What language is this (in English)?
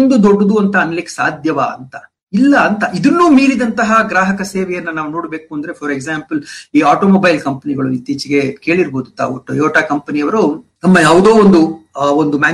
Kannada